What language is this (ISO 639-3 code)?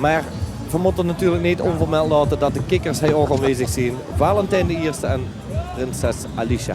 lim